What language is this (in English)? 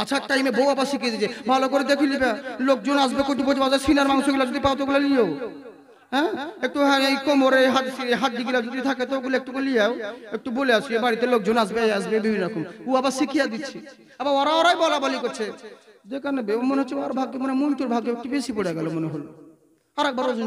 Bangla